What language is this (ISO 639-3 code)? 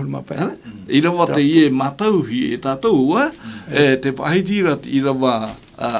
tah